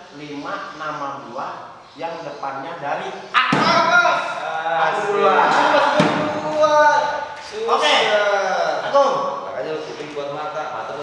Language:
Betawi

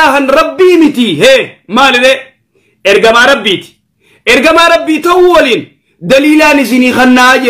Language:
Oromo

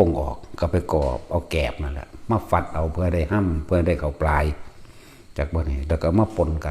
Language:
Lao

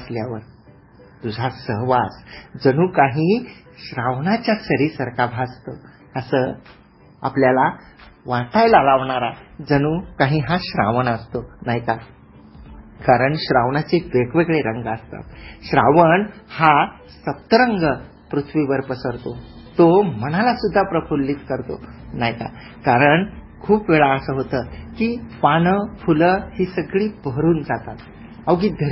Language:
Marathi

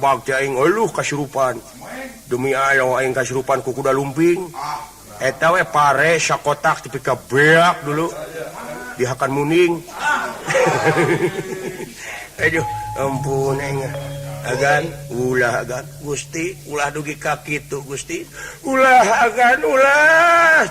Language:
Sundanese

